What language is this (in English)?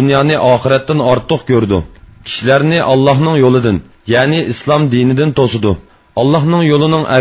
Uyghur